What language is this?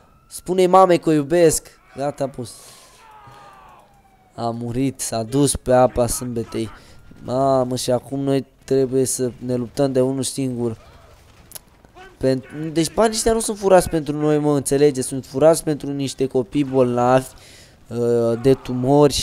Romanian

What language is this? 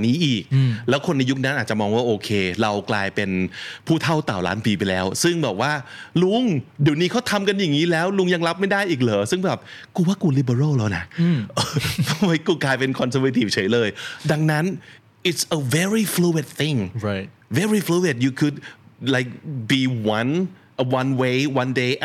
Thai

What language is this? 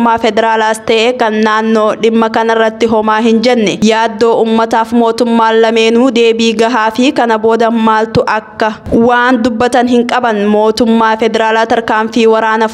Oromo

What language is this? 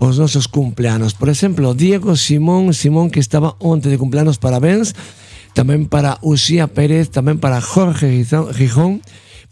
Galician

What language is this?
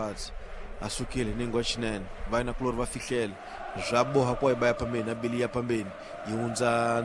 Tsonga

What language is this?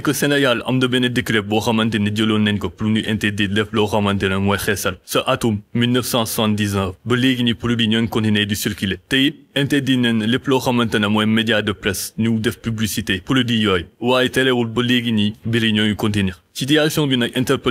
Wolof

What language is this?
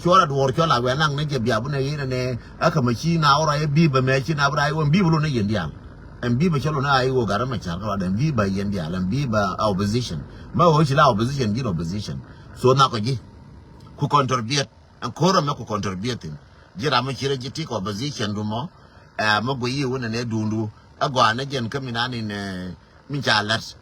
Nuer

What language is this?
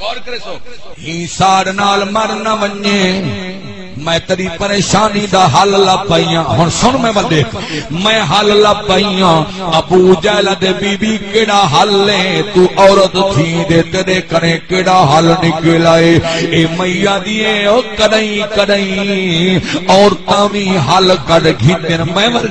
Saraiki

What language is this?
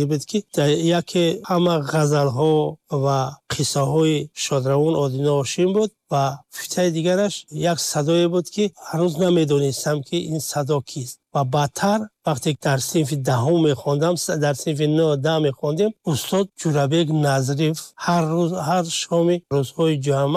Tajik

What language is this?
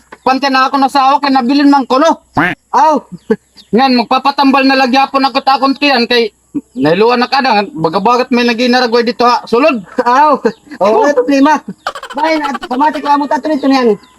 Waray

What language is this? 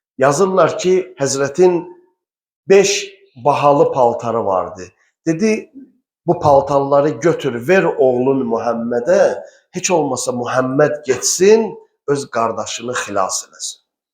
Azerbaijani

